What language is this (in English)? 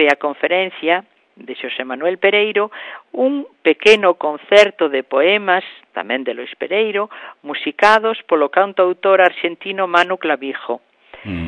Galician